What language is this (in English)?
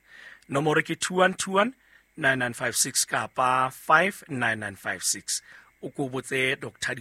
Southern Sotho